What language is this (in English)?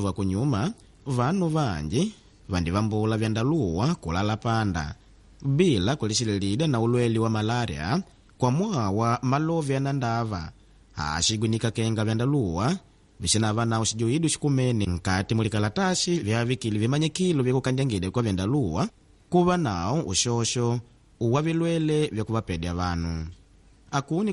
Makonde